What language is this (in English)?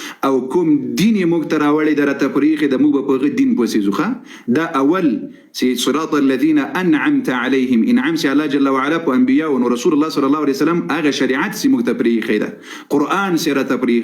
Pashto